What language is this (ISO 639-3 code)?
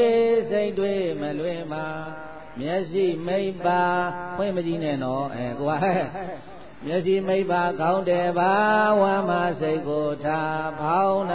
mya